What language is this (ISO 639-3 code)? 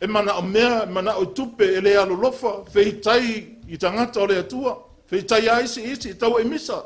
smo